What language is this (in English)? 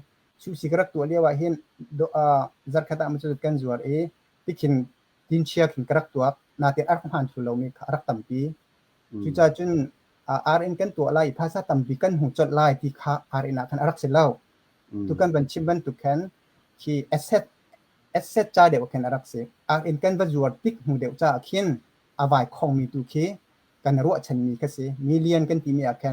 Hakha Chin